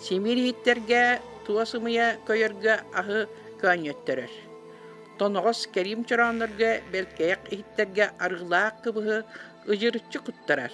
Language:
Yakut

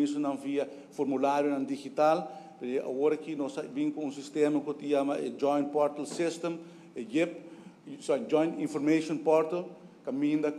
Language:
Papiamento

